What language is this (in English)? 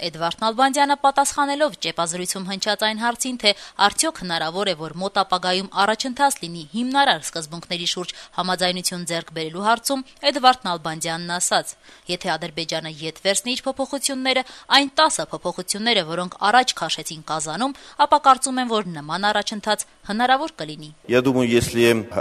Armenian